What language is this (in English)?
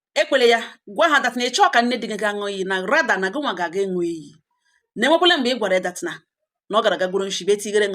Igbo